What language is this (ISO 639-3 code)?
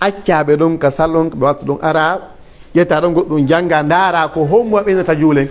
fuf